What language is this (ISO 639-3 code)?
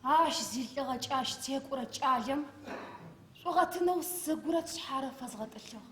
ady